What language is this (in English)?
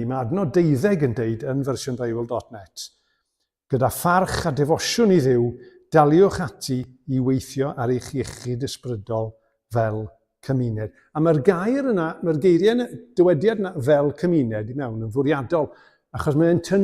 Welsh